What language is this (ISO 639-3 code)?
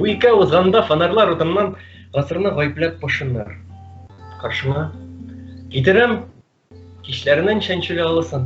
tat